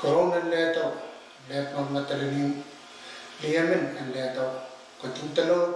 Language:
Pohnpeian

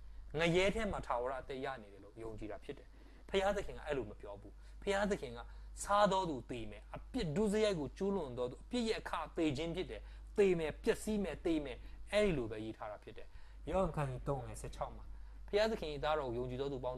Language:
Burmese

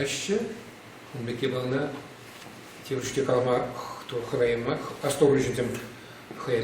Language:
Chuvash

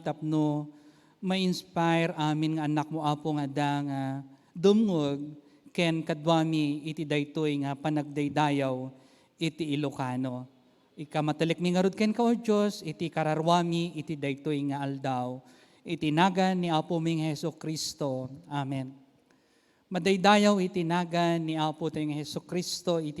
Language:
Iloko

